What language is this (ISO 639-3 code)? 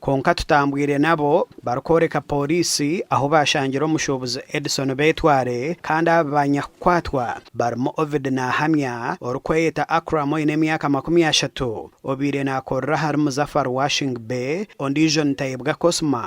nyn